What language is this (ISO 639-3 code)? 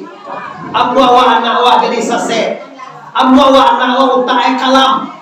min